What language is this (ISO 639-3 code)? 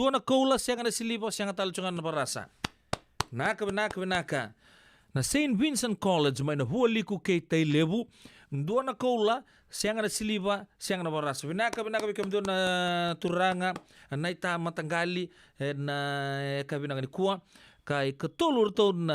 fij